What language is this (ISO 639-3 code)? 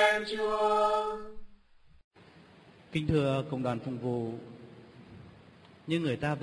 vie